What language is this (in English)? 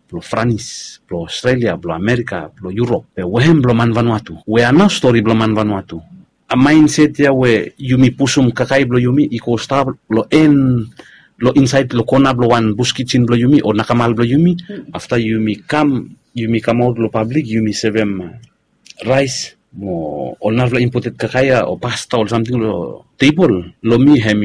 Bislama